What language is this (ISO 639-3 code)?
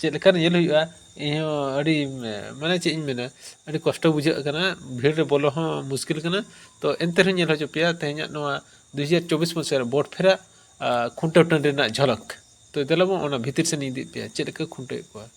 sat